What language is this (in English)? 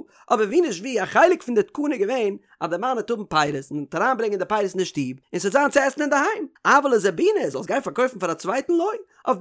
Yiddish